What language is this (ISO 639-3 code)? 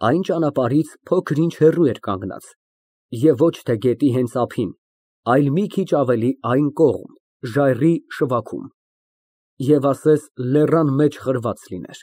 hye